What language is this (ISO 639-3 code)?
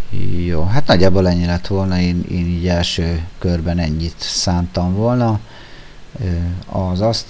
hun